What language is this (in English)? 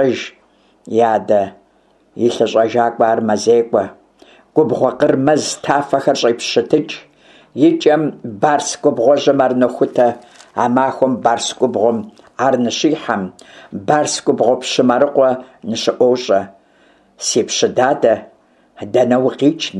Kabardian